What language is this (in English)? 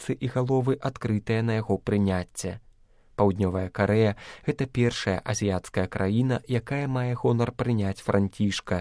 Belarusian